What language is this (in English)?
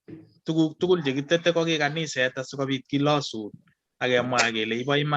Kalenjin